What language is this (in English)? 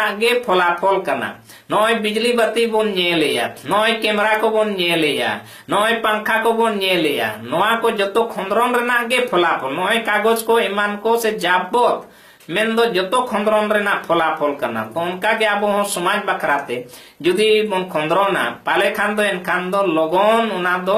Santali